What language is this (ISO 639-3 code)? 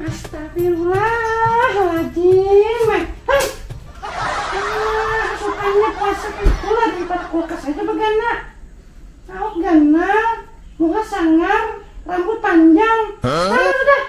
bjn